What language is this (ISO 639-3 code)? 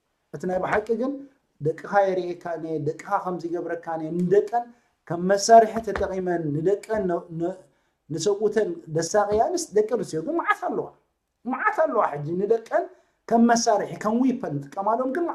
tir